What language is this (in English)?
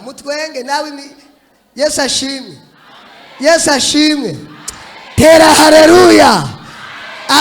Rundi